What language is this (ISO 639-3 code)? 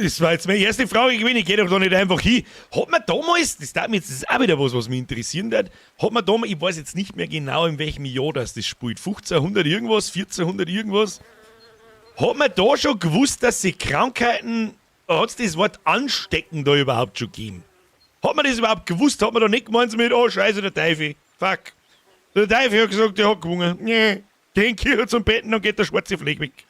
bar